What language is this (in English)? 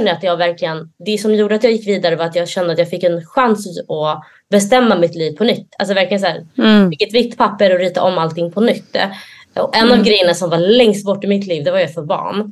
Swedish